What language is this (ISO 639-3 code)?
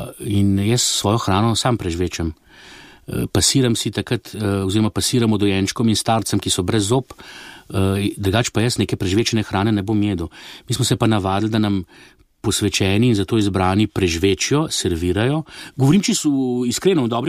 slv